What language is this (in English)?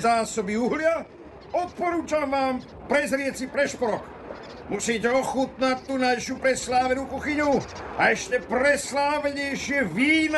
Slovak